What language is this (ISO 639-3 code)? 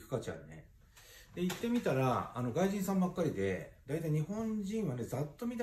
jpn